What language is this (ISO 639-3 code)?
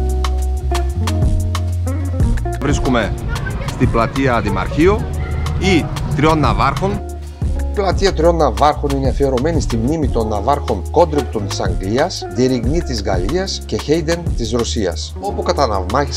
ell